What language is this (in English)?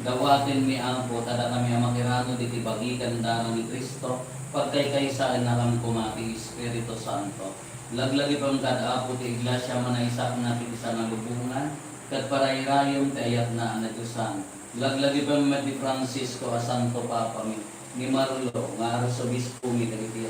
Iloko